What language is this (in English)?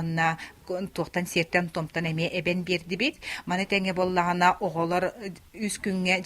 Yakut